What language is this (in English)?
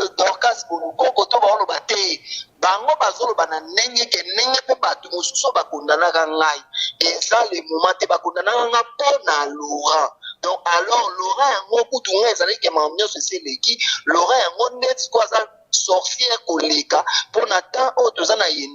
Lingala